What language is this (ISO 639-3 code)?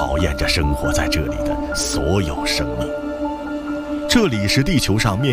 zho